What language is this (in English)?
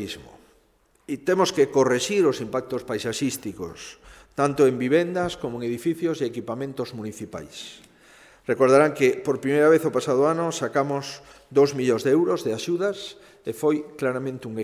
Galician